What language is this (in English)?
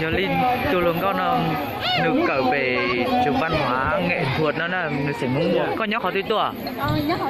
Hmong